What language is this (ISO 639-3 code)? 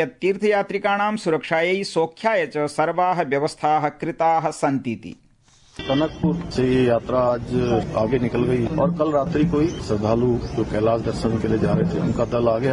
san